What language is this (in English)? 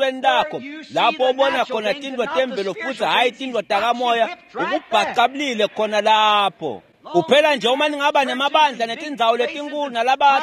Swati